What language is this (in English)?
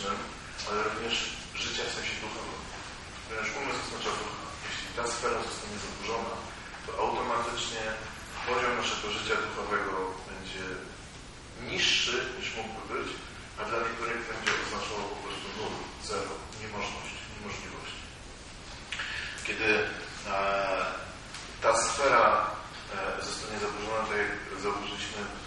Polish